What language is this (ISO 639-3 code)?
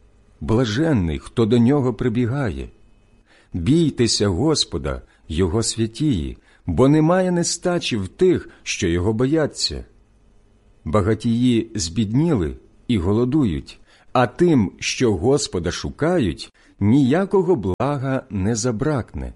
ukr